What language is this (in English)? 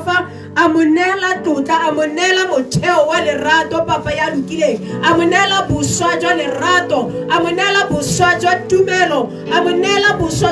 Tswana